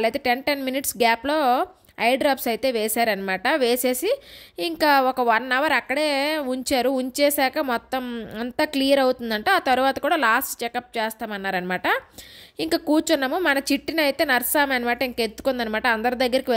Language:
Telugu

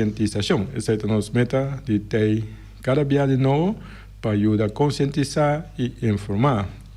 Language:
Papiamento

